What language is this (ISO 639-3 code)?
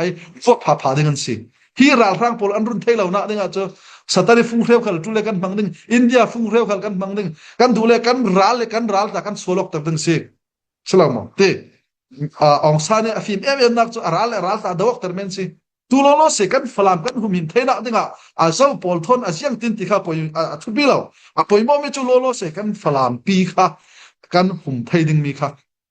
cfm